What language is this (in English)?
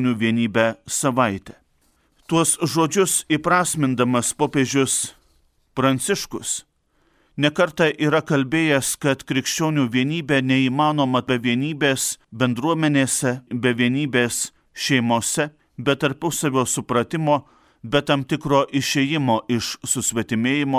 Lithuanian